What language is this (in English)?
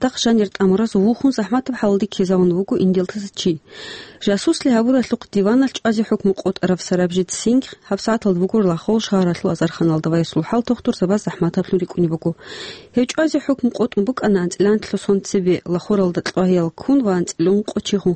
Avaric